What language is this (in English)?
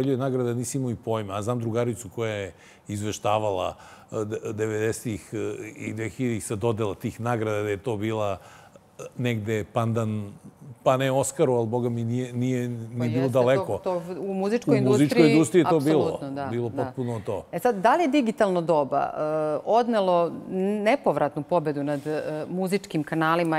Serbian